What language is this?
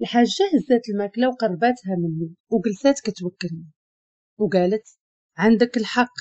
Moroccan Arabic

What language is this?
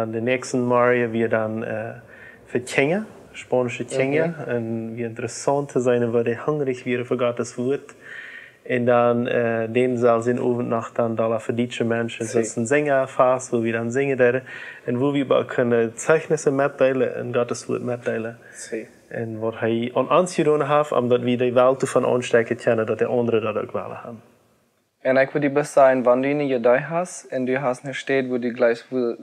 Plautdietsch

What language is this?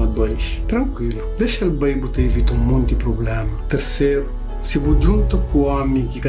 Kabuverdianu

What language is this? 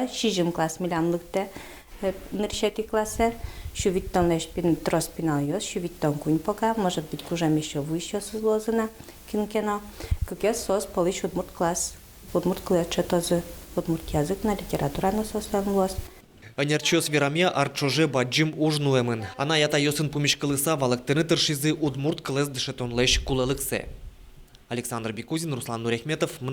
Udmurt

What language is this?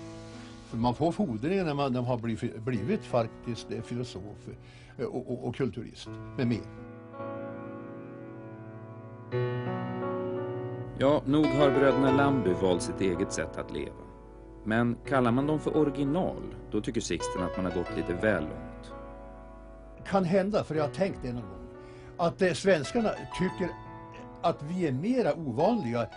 Swedish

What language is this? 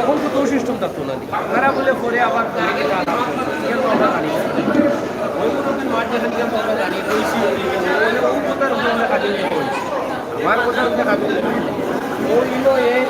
Sylheti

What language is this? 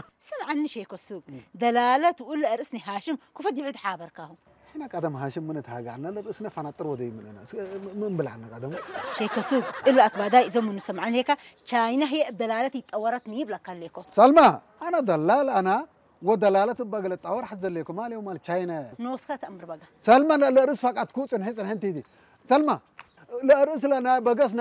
Tigrinya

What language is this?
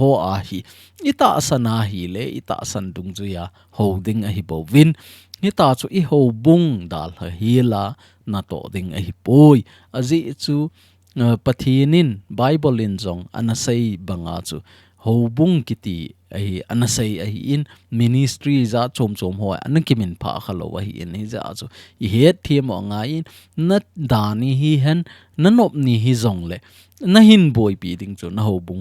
Thado Chin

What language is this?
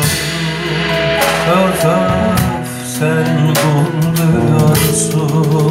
Turkish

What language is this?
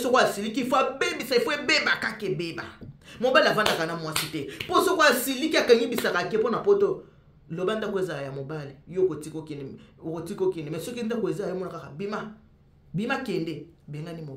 Lingala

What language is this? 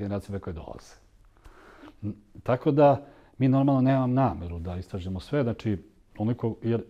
Serbian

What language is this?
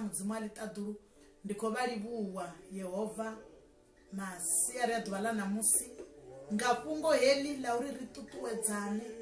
Venda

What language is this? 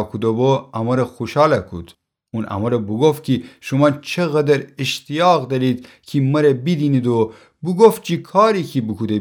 Gilaki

